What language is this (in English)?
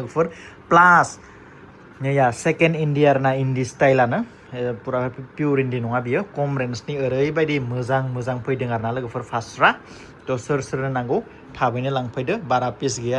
Bodo